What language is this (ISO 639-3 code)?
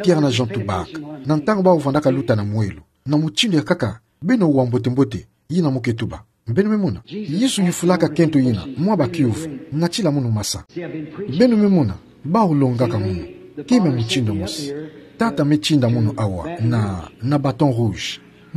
ktu